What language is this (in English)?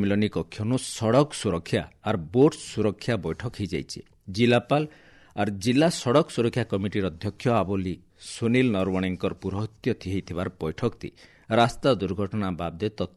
Odia